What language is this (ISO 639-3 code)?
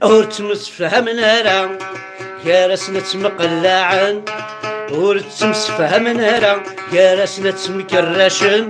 kab